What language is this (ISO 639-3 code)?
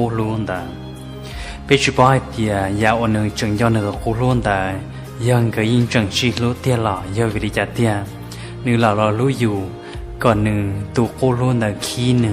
hmn